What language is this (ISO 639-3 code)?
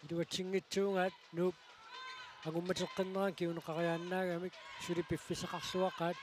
kal